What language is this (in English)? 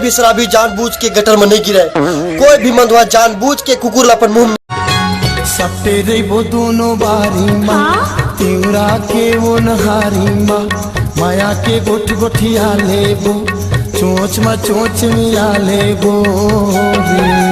Chhattisgarhi